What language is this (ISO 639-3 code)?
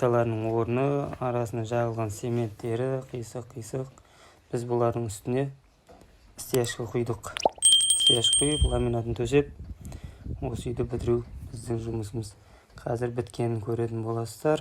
kaz